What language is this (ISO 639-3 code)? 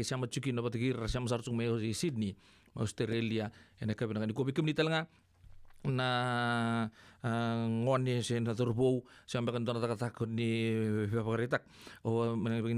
fij